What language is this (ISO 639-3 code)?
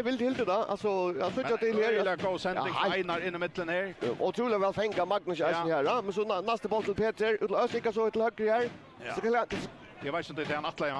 fao